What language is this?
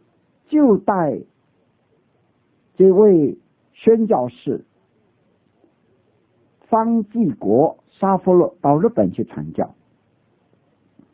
Chinese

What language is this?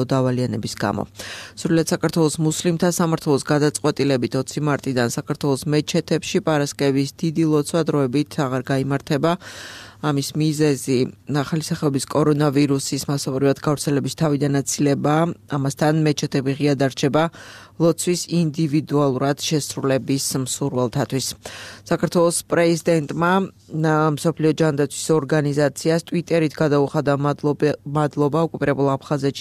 Georgian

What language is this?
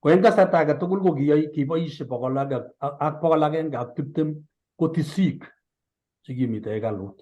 Kalenjin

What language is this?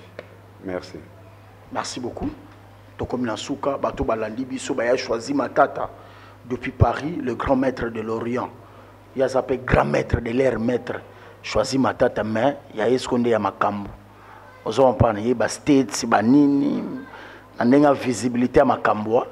Lingala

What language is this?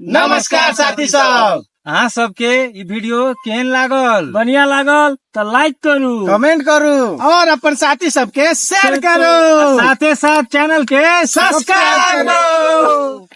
Maithili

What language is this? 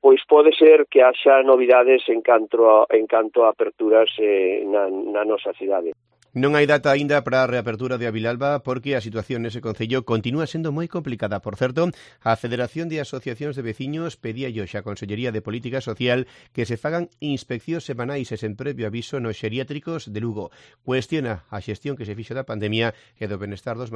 Galician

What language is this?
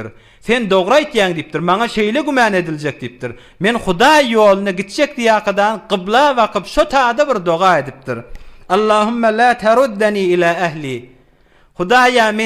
Turkmen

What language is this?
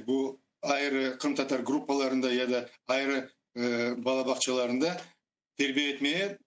Crimean Tatar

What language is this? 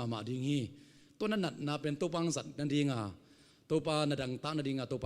Tedim Chin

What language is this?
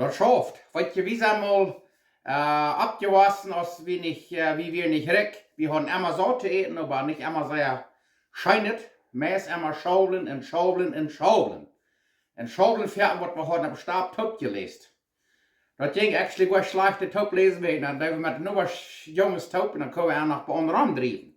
Plautdietsch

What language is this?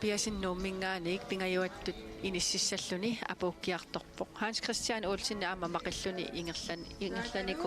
Kalaallisut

